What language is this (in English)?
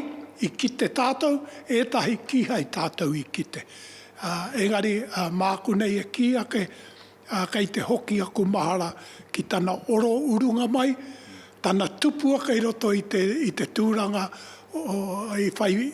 Māori